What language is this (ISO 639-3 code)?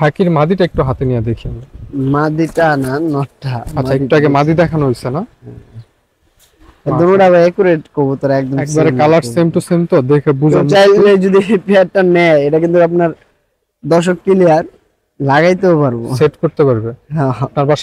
ben